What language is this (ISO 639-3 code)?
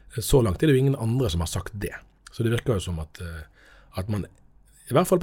nor